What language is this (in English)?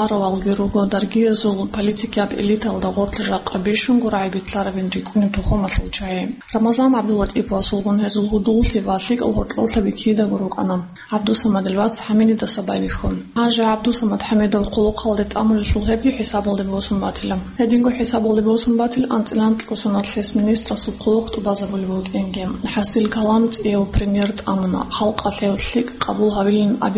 Avaric